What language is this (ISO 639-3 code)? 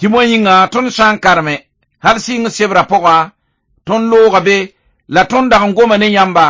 mos